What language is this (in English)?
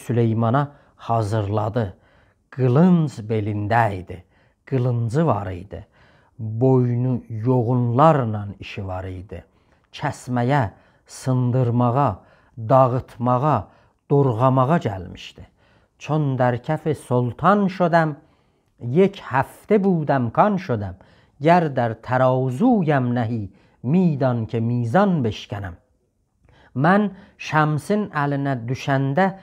South Azerbaijani